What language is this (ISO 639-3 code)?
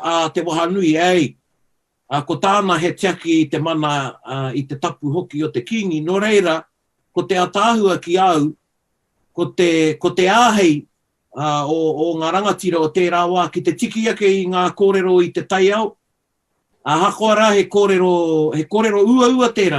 mri